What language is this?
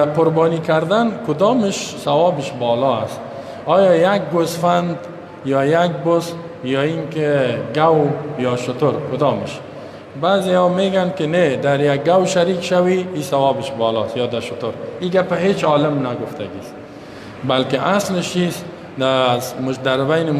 Persian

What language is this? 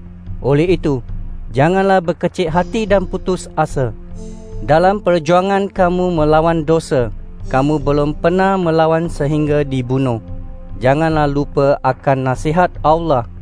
Malay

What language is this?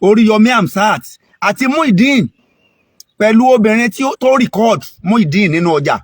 Yoruba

